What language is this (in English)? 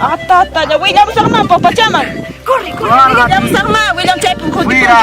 Quechua